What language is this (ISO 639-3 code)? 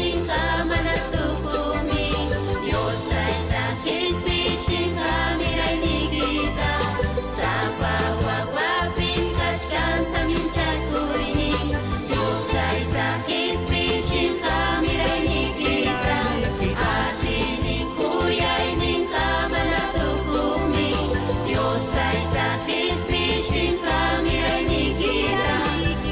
quy